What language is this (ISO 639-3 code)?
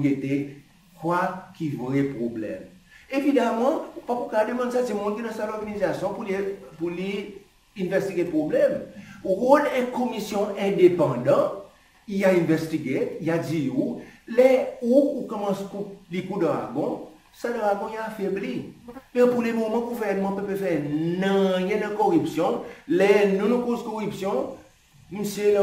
crs